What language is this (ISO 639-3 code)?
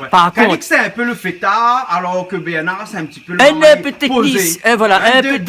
rcf